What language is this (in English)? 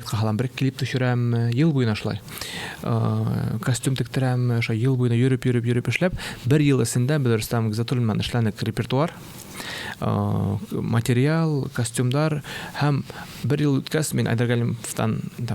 Bashkir